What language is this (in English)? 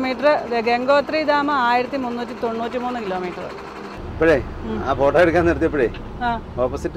Malayalam